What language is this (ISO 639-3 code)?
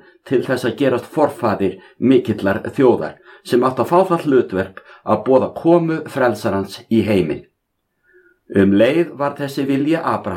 isl